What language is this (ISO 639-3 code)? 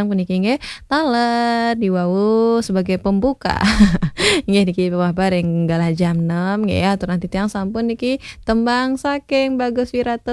ban